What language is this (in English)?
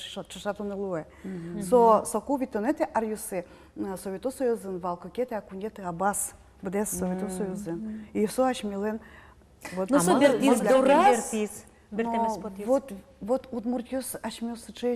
Udmurt